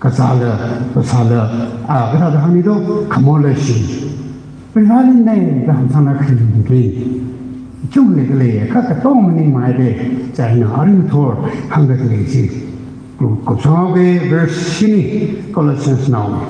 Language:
Tangkhul Naga (India)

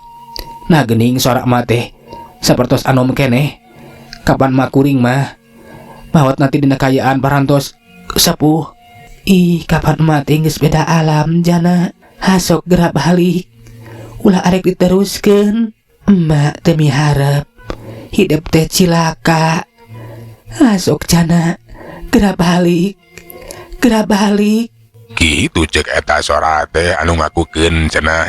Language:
Sundanese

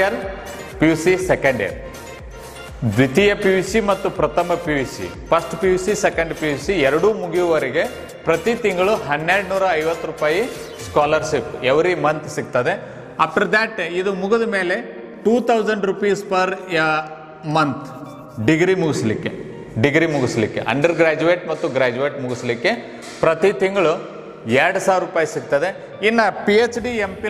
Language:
Kannada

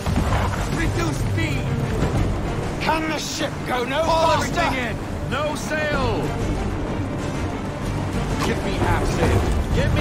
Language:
English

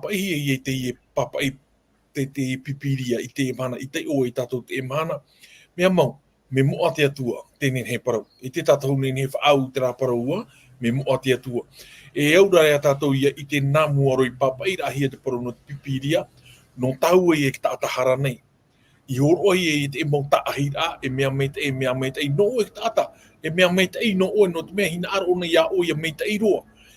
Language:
Tahitian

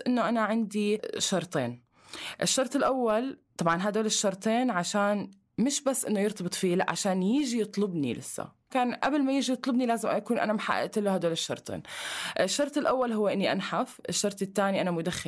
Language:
North Levantine Arabic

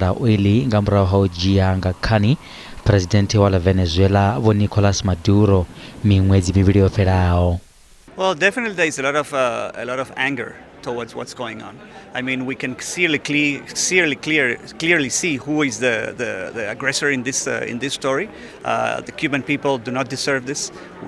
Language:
Venda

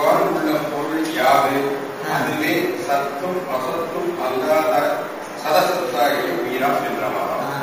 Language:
Tamil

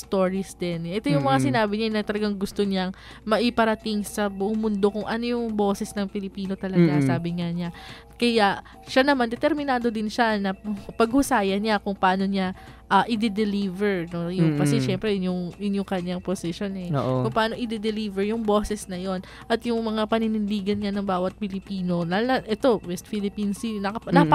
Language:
Filipino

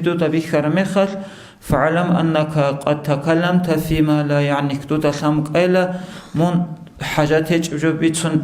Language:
Avaric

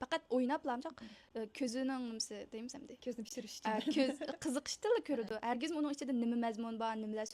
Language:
Uyghur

